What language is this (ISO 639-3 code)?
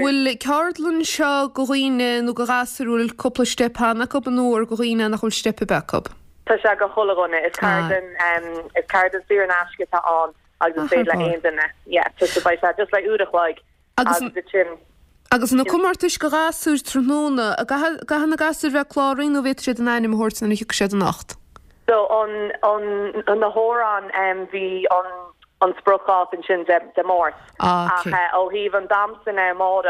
gle